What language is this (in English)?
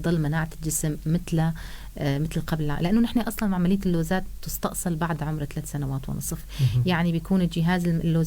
North Levantine Arabic